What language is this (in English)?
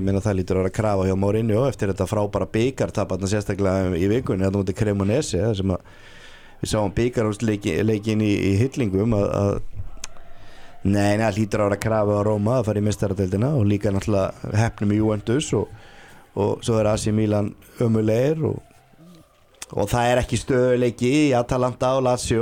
Icelandic